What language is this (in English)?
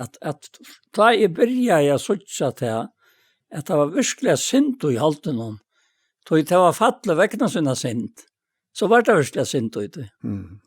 Faroese